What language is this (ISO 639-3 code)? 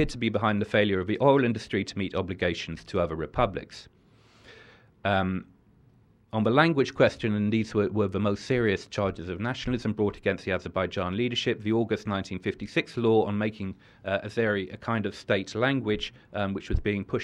eng